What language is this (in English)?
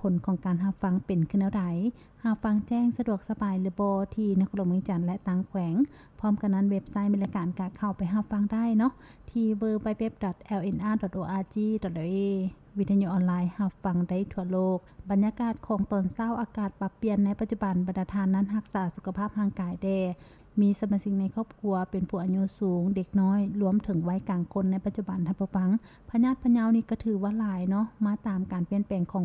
Lao